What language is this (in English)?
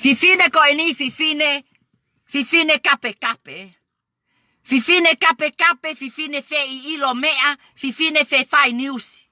Tongan